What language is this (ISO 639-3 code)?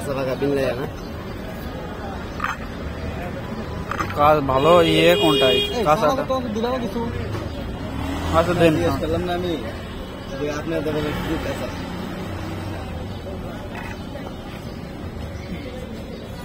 ben